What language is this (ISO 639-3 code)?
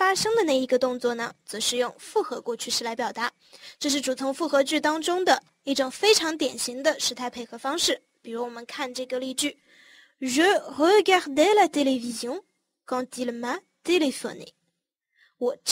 zho